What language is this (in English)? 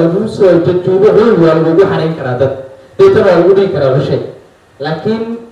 Somali